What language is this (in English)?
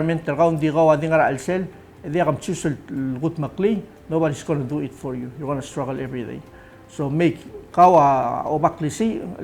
Palauan